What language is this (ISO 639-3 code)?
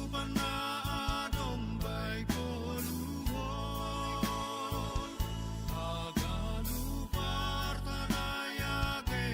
bts